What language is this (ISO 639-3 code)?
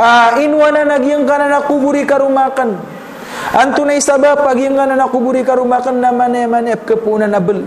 mrw